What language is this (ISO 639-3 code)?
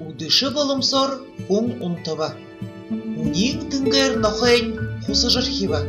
bua